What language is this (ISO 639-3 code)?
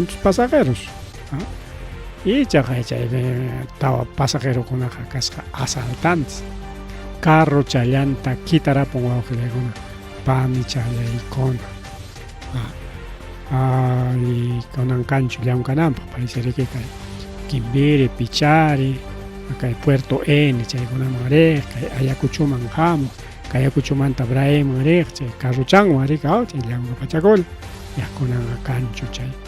quy